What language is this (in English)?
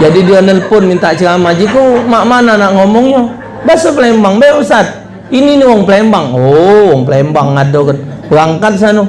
Musi